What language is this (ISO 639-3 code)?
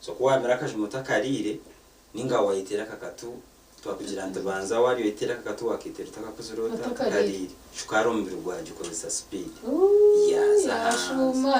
nyn